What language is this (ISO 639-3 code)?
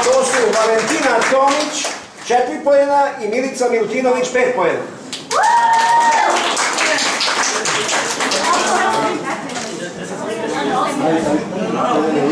srp